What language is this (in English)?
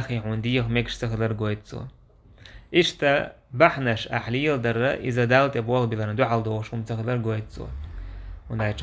Chechen